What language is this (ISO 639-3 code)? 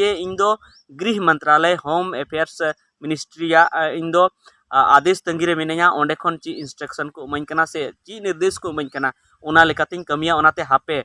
sat